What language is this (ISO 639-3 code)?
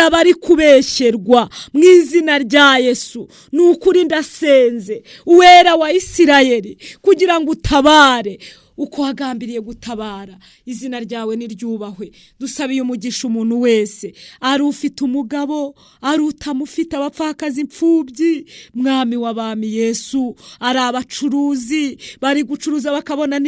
kin